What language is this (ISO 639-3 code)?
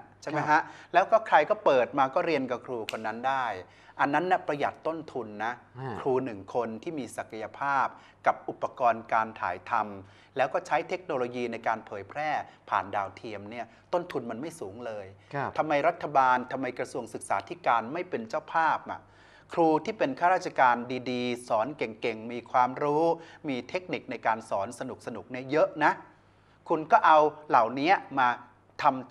tha